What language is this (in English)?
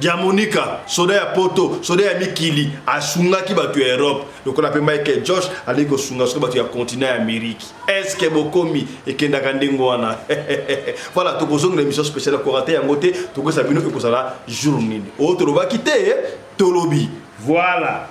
Lingala